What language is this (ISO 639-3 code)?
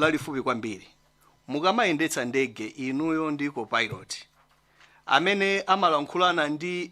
nya